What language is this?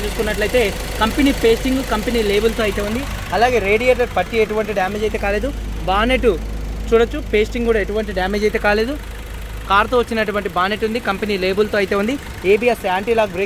Telugu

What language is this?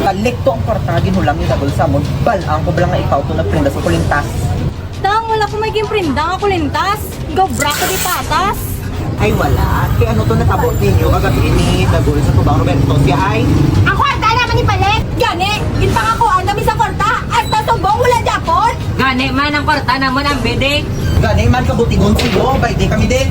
Hiligaynon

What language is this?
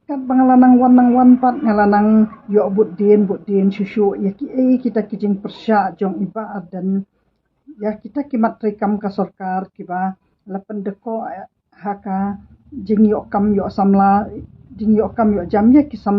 Khasi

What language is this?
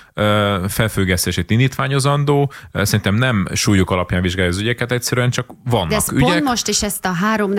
Hungarian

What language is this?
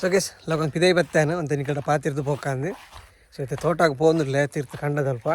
Tulu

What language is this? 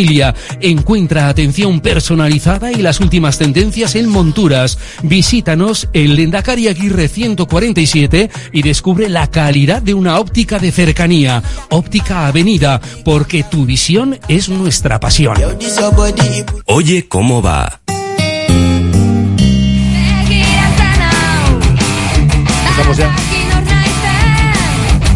Spanish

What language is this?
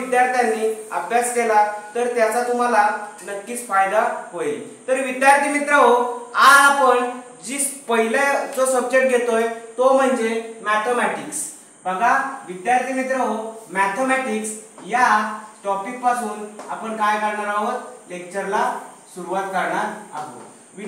Marathi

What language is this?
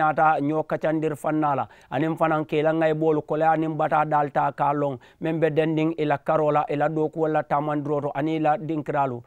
Mandingo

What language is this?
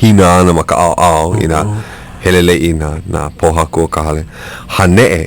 Hawaiian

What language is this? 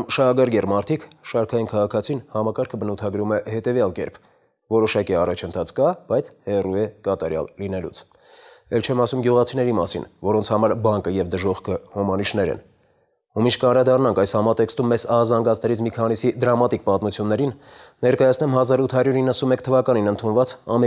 Armenian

